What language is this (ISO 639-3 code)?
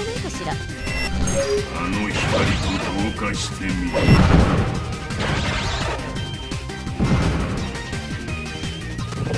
jpn